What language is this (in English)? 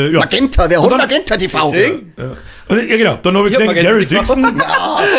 Bavarian